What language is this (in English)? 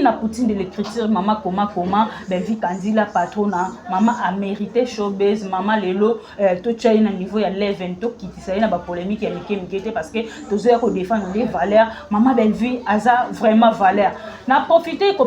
Lingala